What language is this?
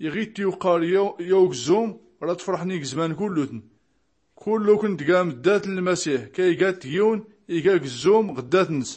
Tachelhit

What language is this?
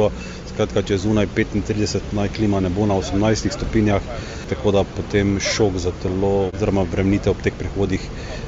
Slovenian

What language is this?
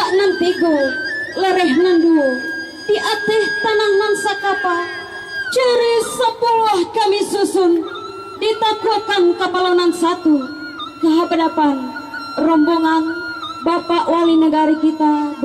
Minangkabau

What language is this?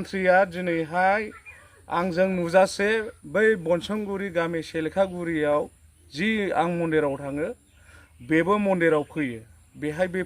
Bodo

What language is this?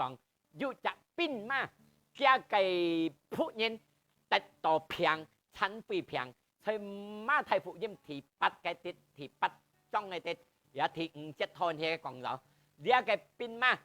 Hakka Chinese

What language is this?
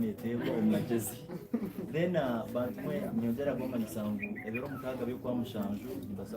Nyankole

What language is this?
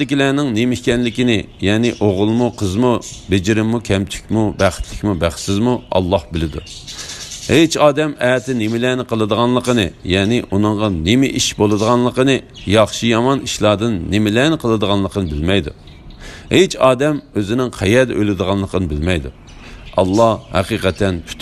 Uyghur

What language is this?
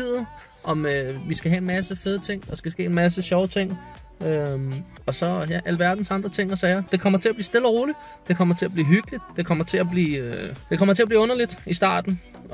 Danish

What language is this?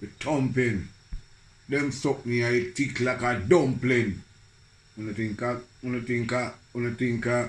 Jamaican Creole English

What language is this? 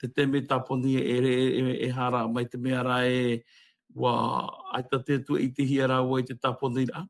Tahitian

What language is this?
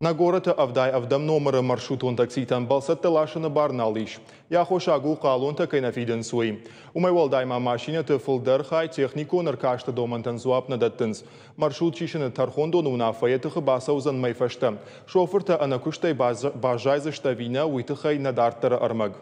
Ossetic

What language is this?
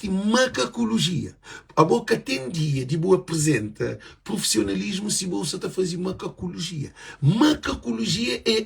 Kabuverdianu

